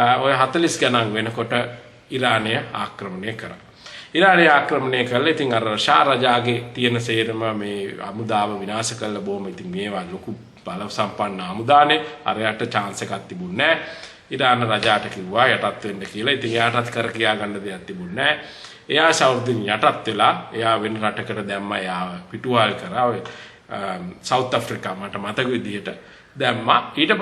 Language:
Sinhala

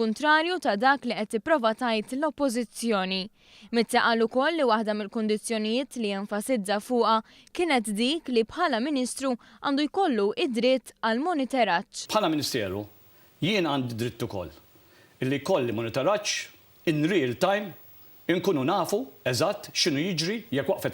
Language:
Maltese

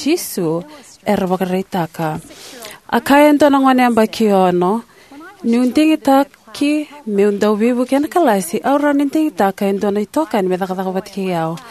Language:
Fijian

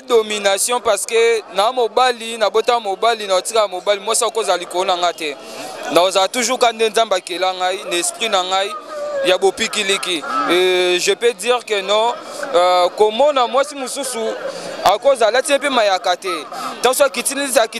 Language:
Lingala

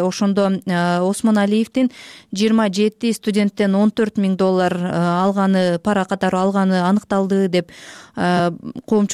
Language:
Kyrgyz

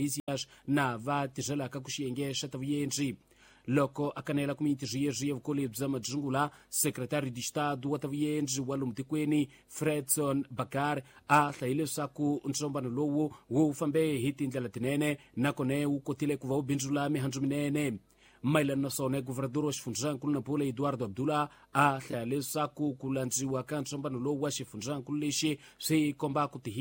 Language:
Tsonga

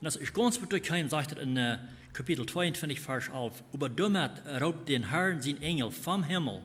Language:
Plautdietsch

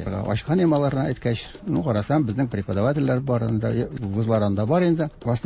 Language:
Tatar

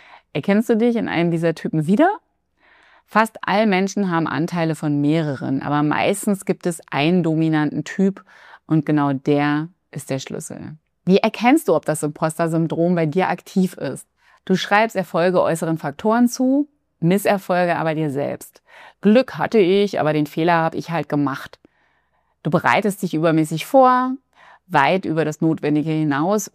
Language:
German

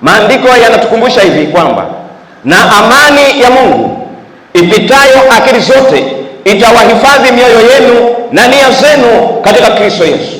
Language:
Swahili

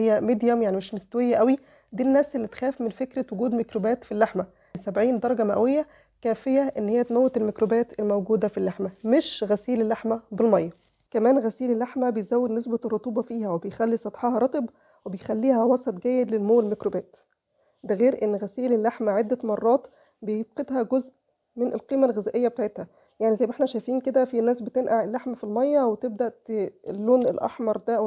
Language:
Egyptian Arabic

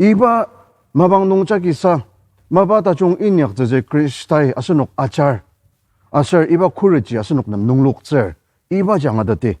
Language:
Ao Naga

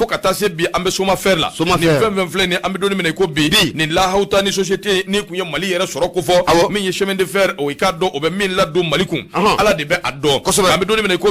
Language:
Bambara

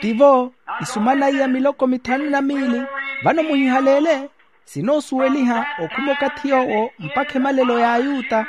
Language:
Makhuwa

